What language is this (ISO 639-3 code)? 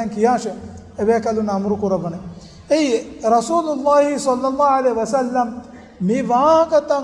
div